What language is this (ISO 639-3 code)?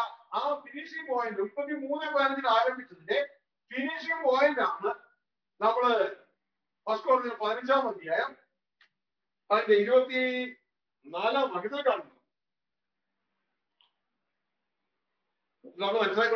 mal